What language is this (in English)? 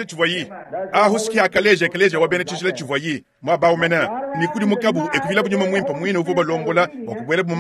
Luba-Lulua